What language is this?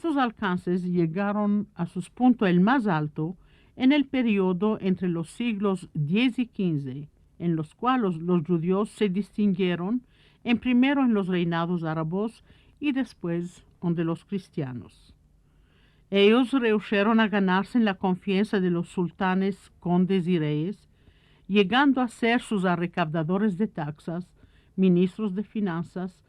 Ladino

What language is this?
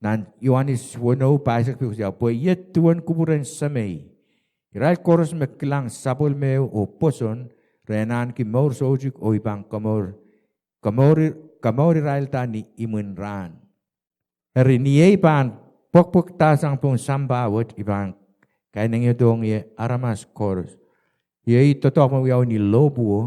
Pohnpeian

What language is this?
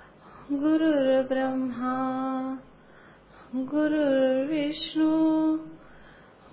Marathi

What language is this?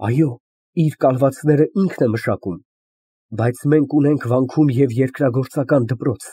Armenian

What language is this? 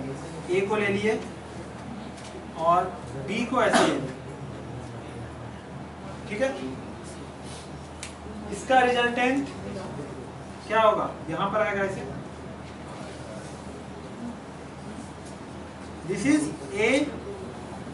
Hindi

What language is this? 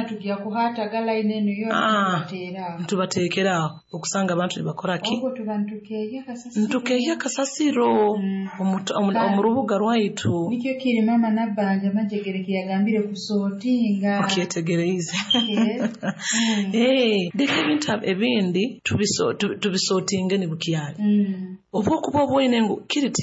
Nyoro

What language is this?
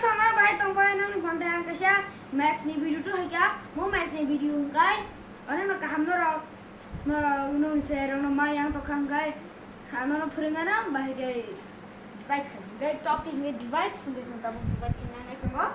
Kok Borok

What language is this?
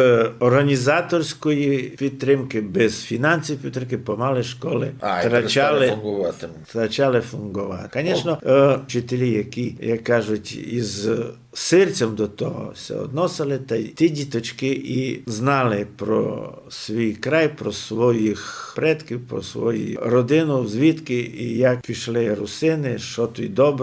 Rusyn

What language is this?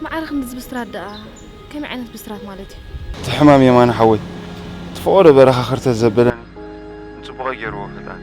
Tigrinya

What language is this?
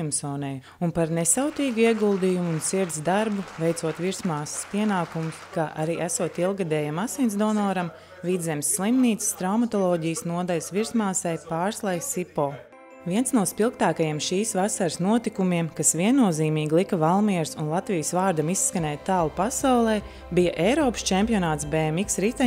Latvian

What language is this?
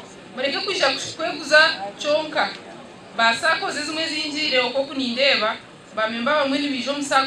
Nyankole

